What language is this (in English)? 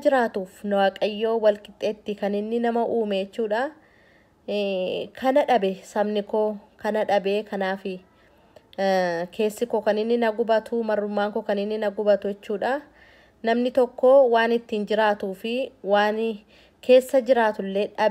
Oromo